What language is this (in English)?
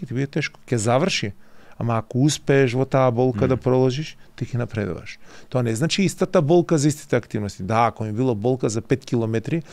Macedonian